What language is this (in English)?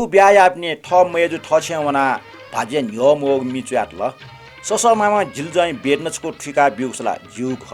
Newari